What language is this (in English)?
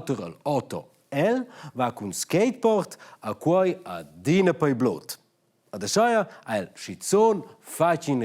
Romansh